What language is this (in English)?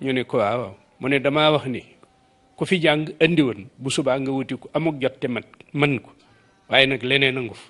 Wolof